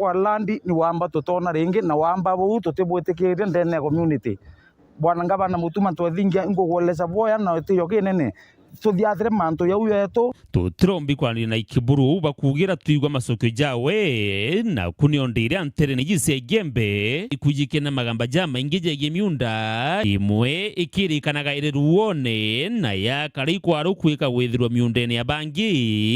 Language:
Meru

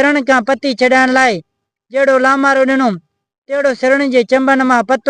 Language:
Sindhi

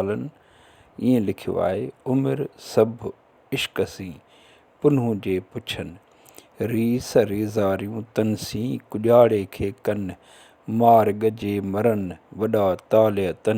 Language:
Sindhi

